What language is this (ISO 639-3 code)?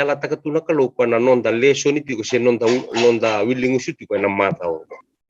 fij